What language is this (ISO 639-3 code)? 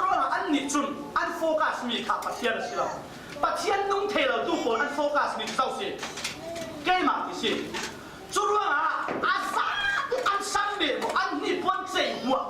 cfm